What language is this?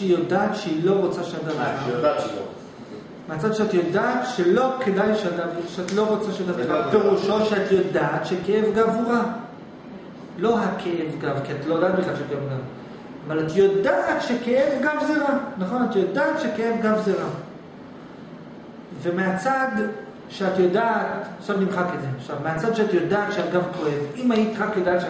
Hebrew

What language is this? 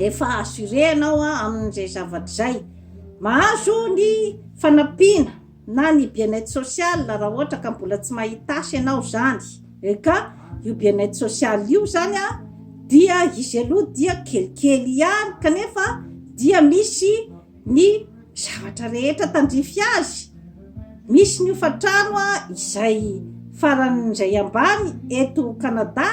Malagasy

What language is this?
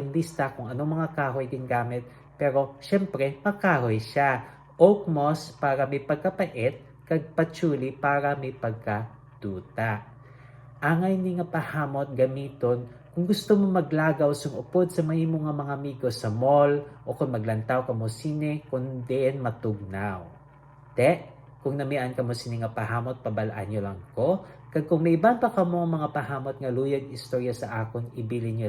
Hiligaynon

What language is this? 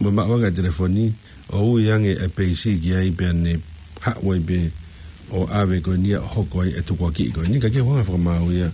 Tongan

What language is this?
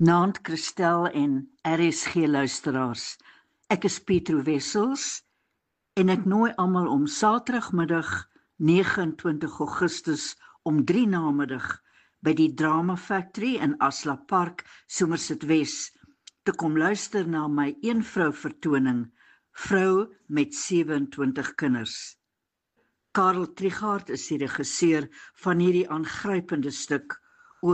Afrikaans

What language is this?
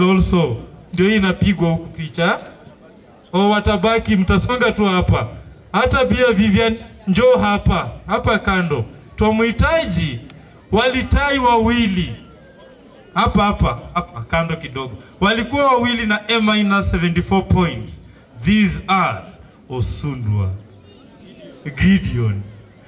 Swahili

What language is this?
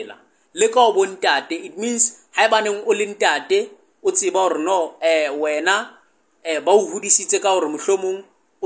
Southern Sotho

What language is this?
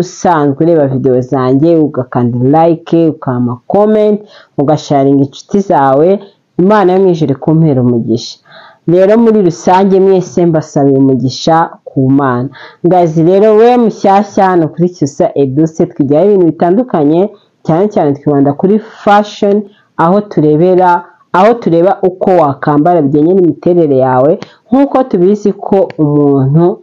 Kinyarwanda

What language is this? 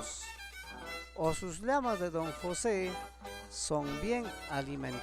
Ayacucho Quechua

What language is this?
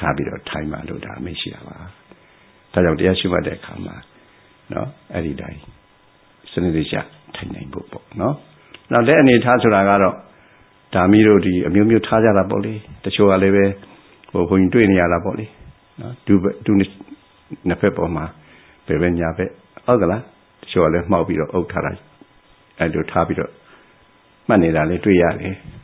Burmese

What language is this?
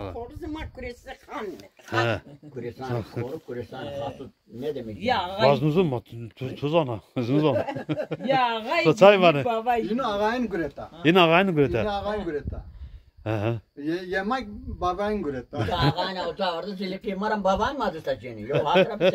Zaza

